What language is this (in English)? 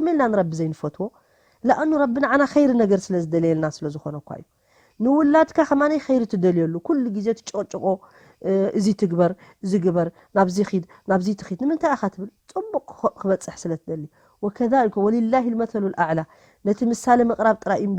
Tigrinya